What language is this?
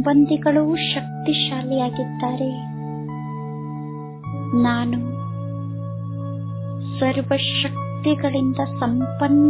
Kannada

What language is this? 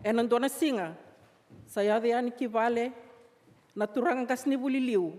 Fijian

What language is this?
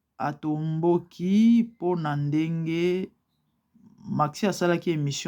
Lingala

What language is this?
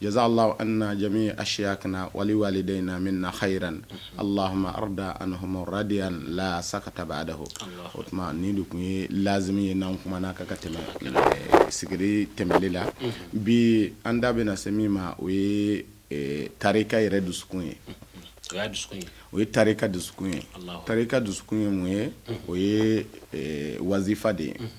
Bambara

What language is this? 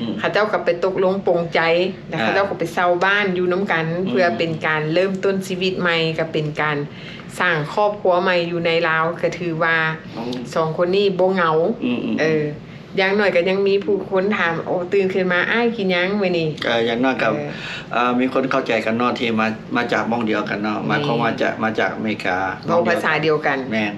Lao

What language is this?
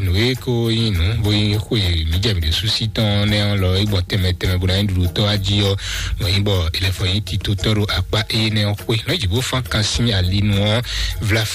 Fon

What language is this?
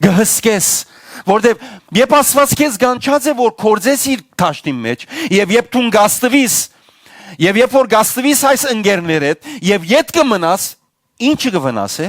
Western Armenian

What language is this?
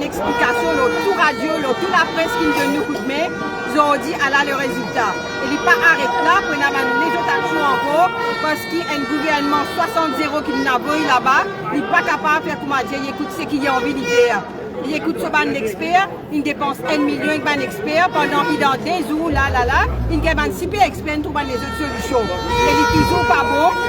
Morisyen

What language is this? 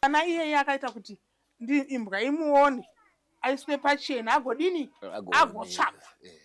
Shona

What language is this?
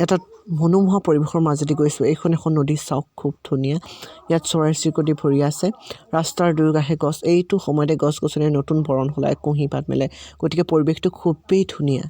Assamese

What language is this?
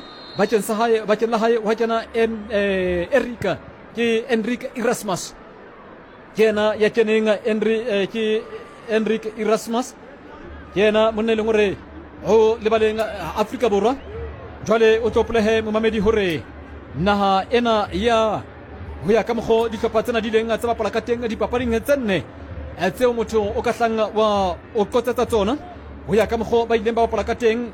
Southern Sotho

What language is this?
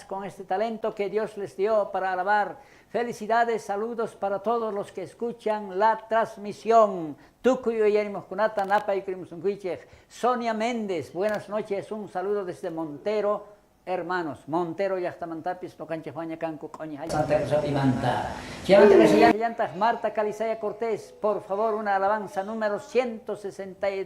South Bolivian Quechua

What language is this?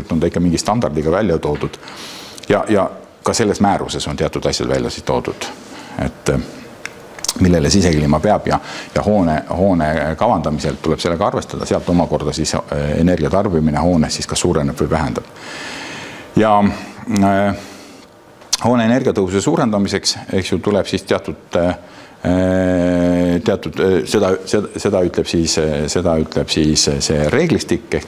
Estonian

